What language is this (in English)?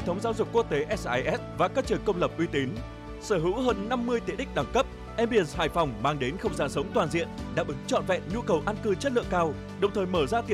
Vietnamese